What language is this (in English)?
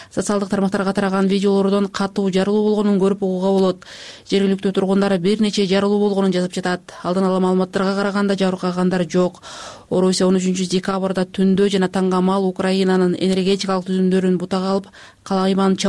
Kyrgyz